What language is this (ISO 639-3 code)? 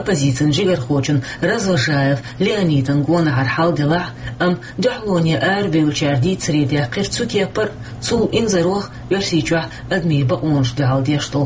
che